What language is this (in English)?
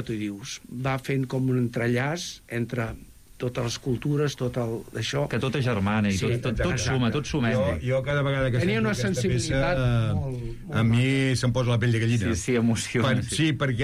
Catalan